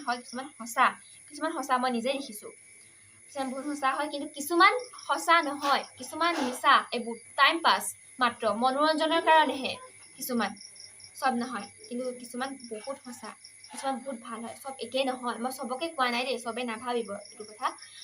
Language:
Assamese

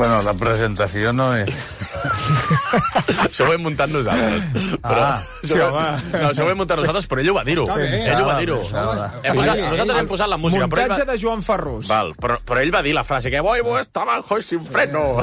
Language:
Catalan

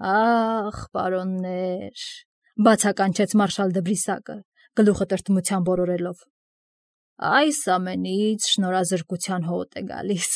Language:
Armenian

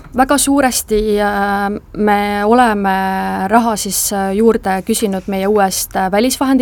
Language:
Estonian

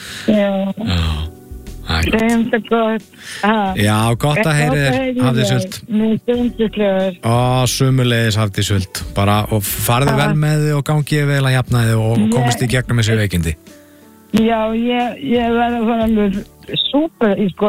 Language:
Icelandic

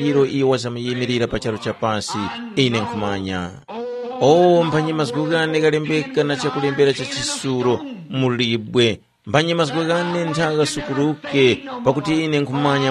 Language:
Tumbuka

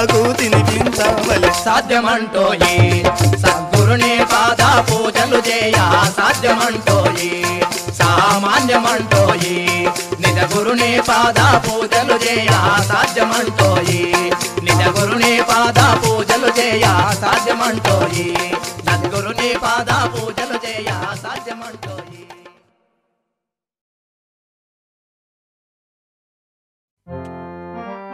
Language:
Telugu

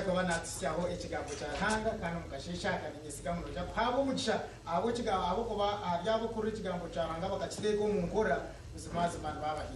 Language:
Nyankole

